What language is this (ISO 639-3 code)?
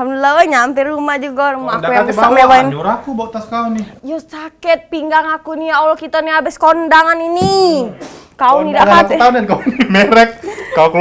mui